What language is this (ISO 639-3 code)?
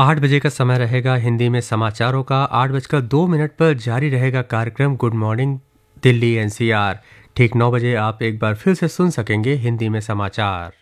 hin